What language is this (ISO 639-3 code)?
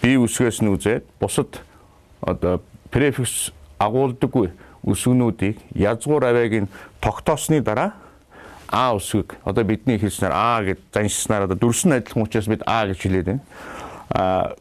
mon